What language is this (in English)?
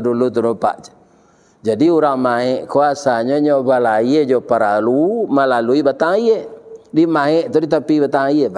Minangkabau